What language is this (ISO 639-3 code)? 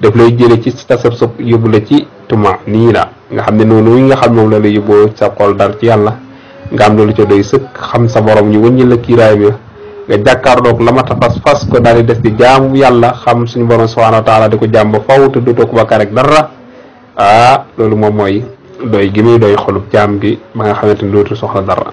wol